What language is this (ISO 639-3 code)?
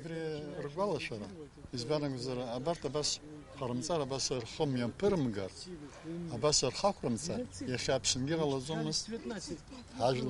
abk